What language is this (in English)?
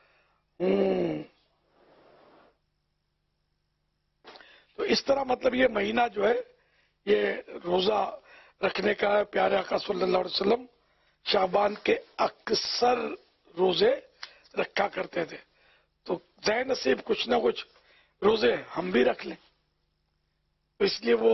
Urdu